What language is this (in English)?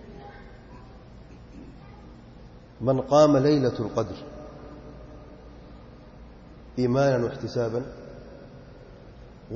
Urdu